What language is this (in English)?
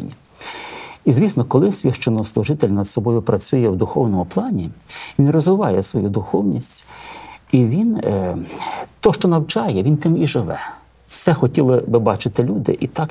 Ukrainian